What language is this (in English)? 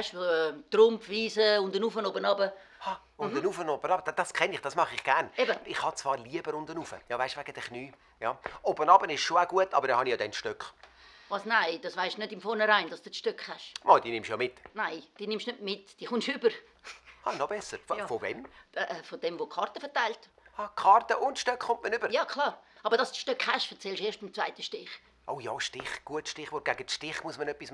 Swiss German